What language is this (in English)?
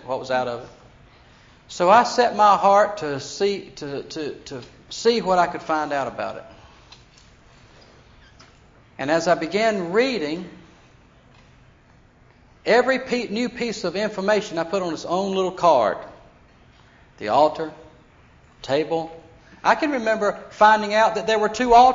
English